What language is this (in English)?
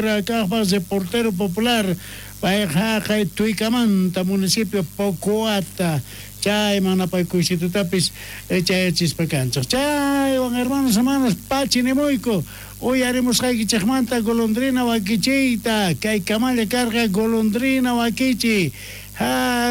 South Bolivian Quechua